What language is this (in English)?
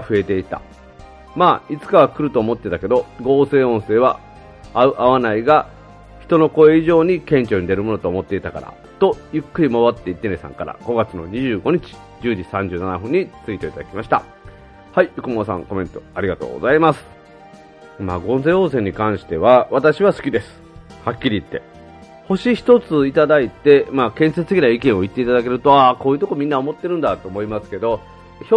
Japanese